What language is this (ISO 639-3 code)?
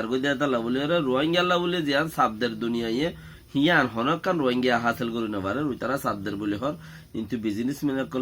rhg